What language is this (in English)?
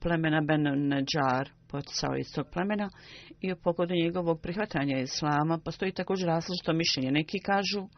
Bosnian